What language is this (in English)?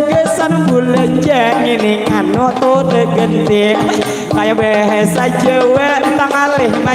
Banjar